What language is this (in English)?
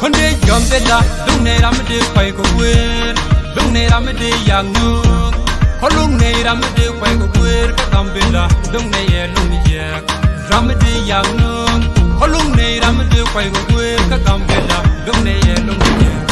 Nuer